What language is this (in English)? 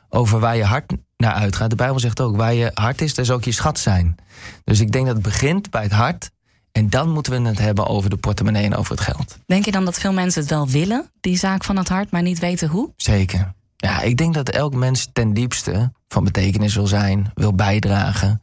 Dutch